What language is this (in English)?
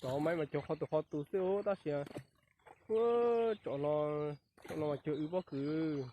Hmong